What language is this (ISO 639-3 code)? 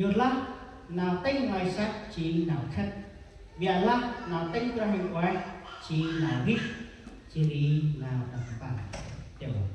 cmo